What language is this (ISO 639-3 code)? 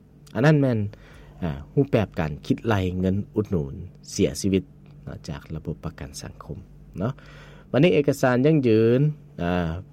lao